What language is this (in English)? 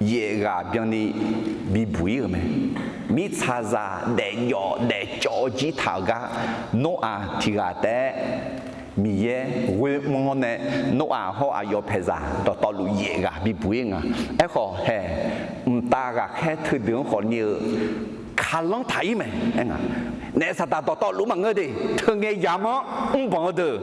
Akha